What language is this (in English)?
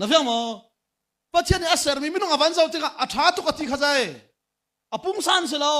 Hakha Chin